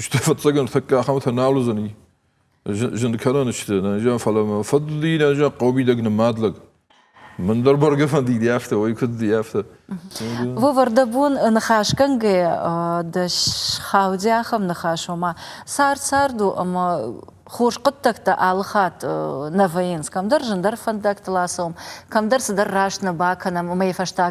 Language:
Ossetic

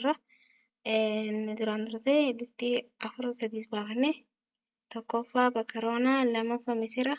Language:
Oromo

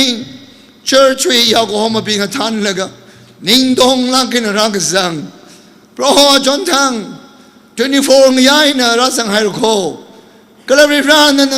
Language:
Tangkhul Naga (India)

